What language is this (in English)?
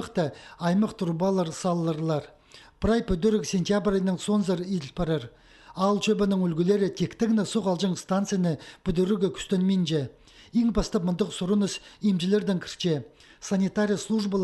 Khakas